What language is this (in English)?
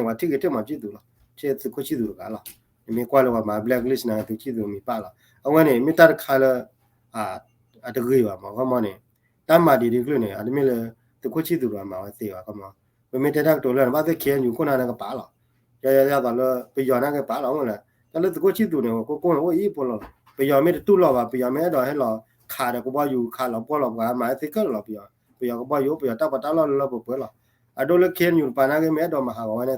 S'gaw Karen